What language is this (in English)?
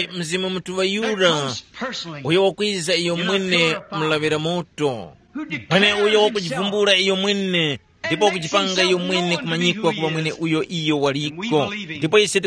Tumbuka